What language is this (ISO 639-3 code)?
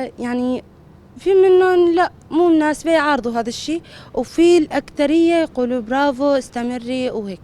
apc